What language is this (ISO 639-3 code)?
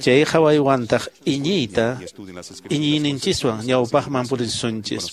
que